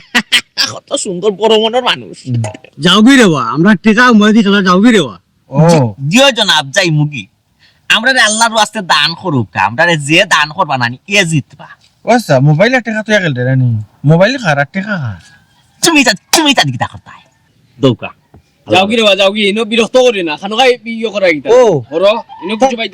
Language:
Sylheti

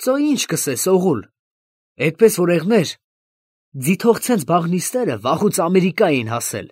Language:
Armenian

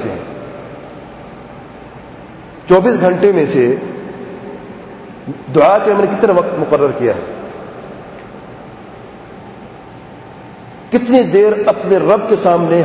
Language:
Urdu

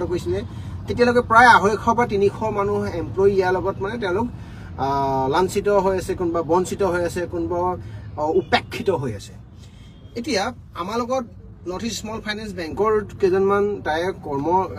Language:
Assamese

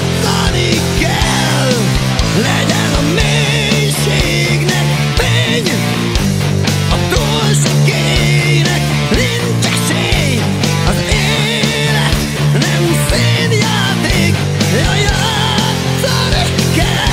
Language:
Hungarian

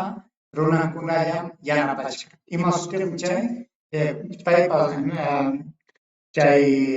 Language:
Ayacucho Quechua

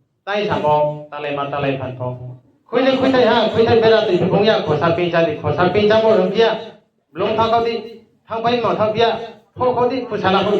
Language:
Riang (India)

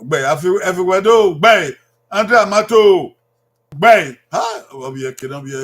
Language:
Bini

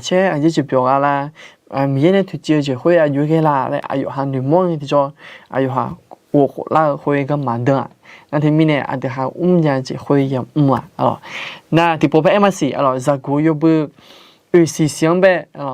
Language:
Akha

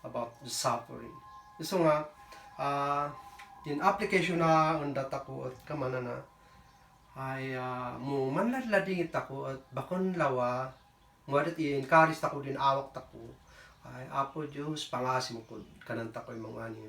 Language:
Kankanaey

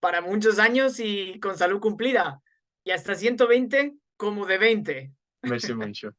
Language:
Ladino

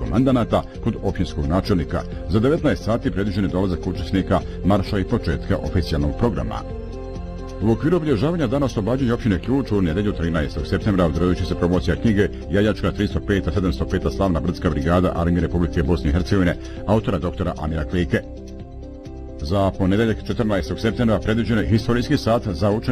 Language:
Bosnian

